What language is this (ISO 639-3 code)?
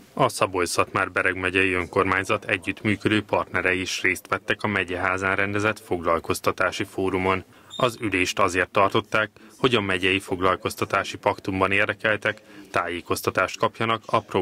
hun